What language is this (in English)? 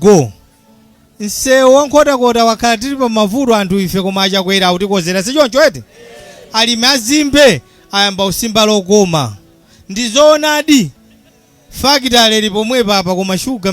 Nyanja